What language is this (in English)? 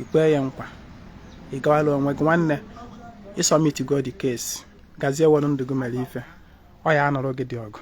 Igbo